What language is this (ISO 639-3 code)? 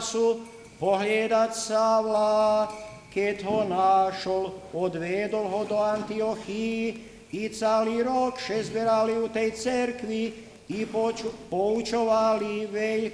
rue